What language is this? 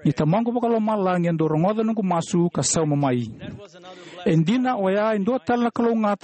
Fijian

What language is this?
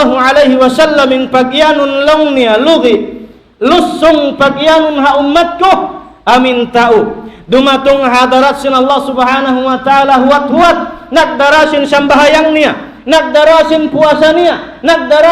Tausug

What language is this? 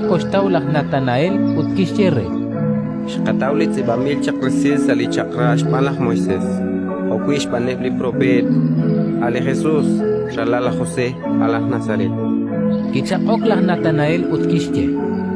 Kekchí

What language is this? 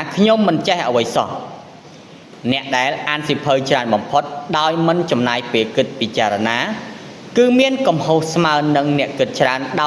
Khmer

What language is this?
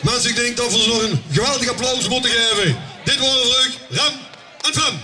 Limburgish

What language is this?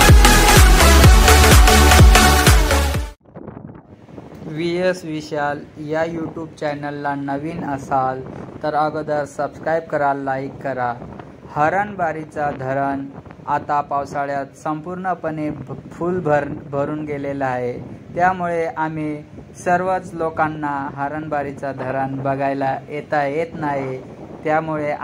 Marathi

